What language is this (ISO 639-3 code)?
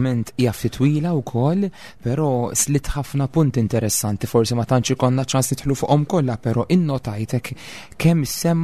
mlt